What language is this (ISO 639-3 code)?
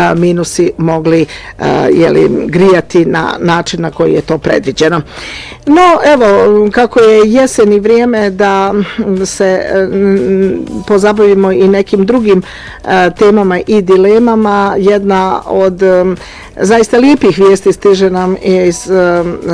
hrv